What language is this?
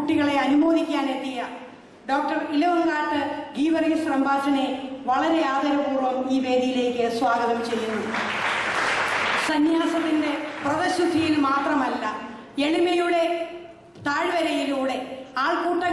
Malayalam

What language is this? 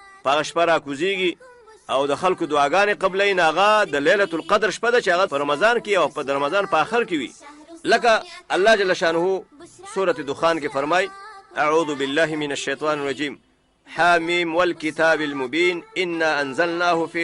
Pashto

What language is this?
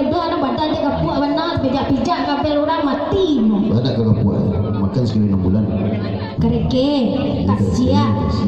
Minangkabau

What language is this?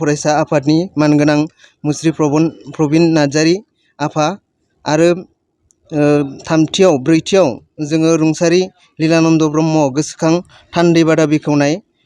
Bodo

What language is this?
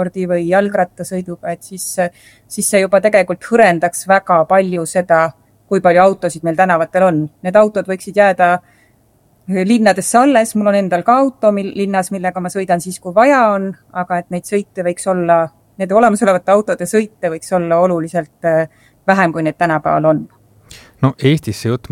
Estonian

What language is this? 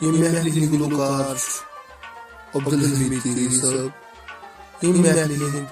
Kashmiri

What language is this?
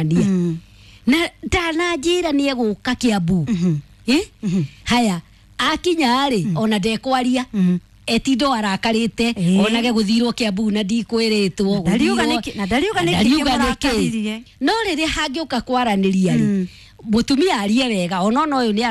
Kikuyu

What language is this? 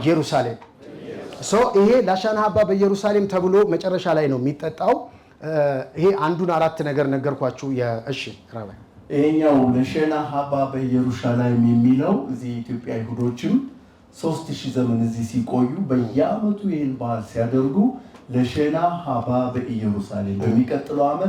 Amharic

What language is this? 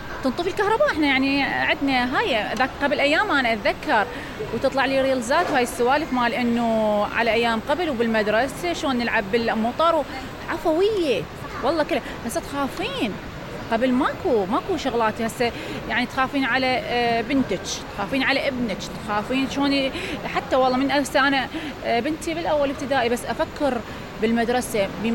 Mesopotamian Arabic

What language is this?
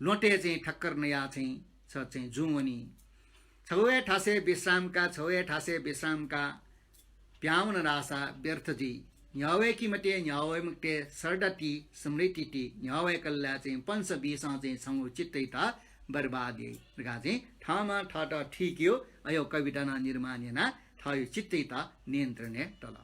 Newari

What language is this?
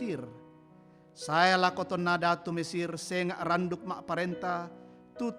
Toraja-Sa'dan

